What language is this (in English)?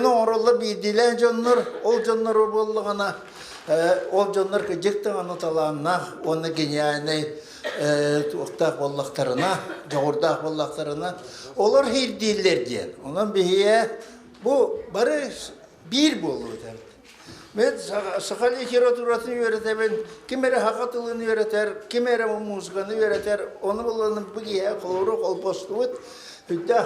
Yakut